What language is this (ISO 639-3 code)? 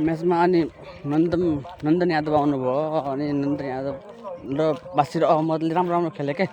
nep